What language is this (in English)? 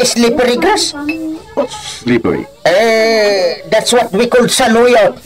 Iloko